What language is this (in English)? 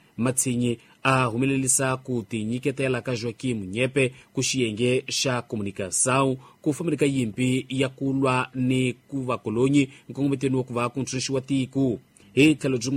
Tsonga